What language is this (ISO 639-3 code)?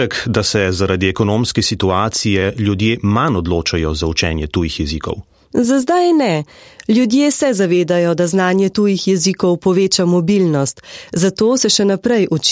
slv